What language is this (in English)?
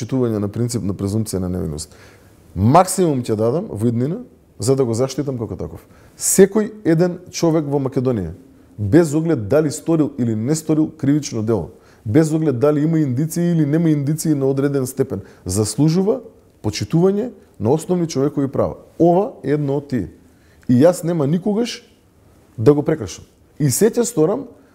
Macedonian